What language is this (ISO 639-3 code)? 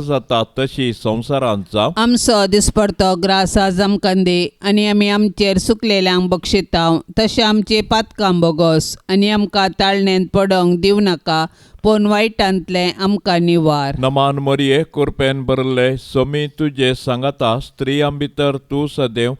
kok